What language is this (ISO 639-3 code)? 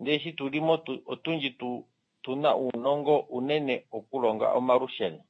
kua